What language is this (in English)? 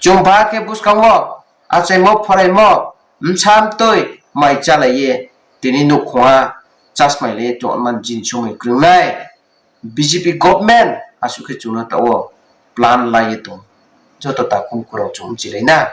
Riang (India)